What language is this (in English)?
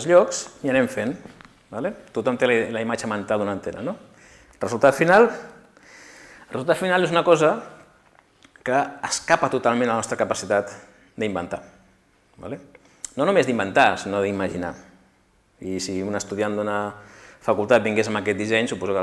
Catalan